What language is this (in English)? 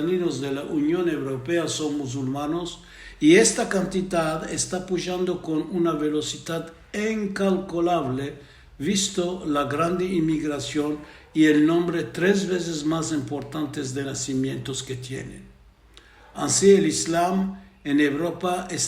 Ladino